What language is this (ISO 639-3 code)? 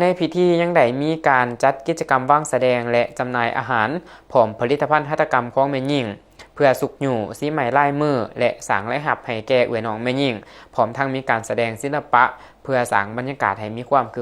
lao